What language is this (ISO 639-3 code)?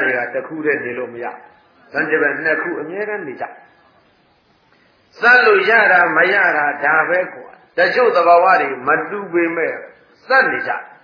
mya